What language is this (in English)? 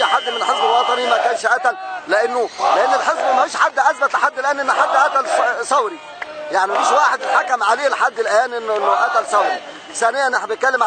Egyptian Arabic